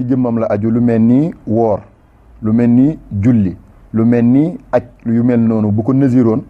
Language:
Wolof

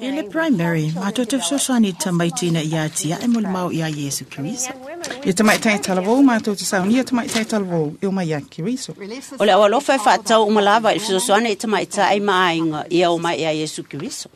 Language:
Samoan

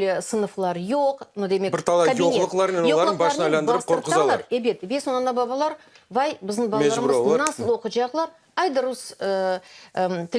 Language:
Crimean Tatar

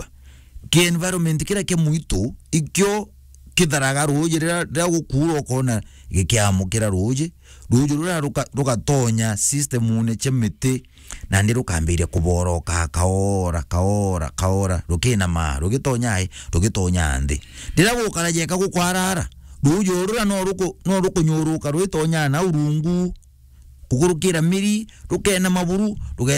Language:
Meru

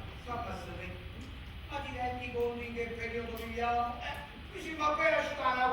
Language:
Neapolitan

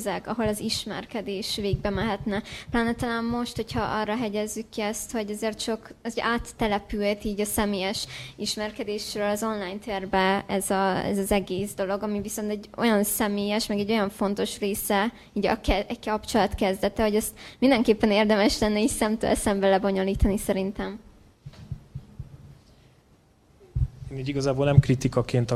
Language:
Hungarian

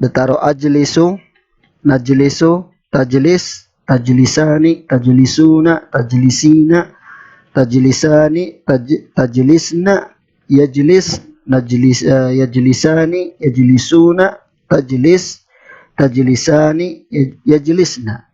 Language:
Maranao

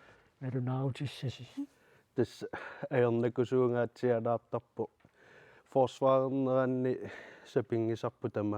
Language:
Kalaallisut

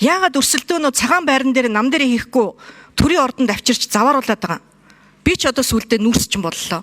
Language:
Mongolian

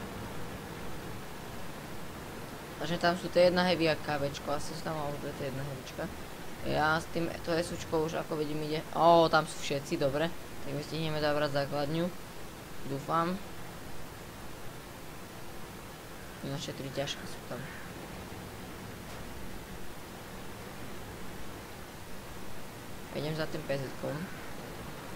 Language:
Slovak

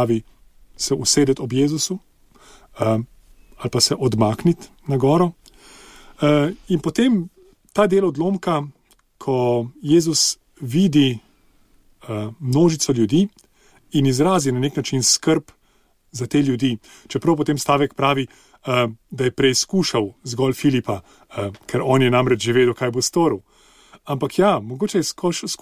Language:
Slovenian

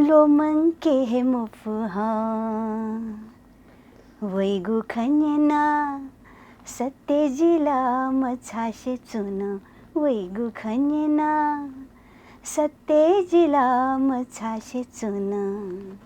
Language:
Newari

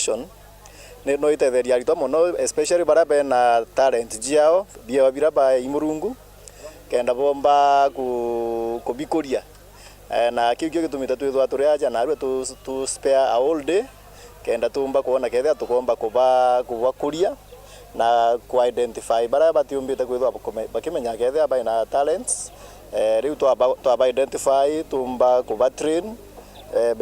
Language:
Meru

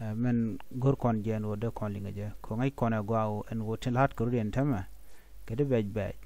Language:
Nuer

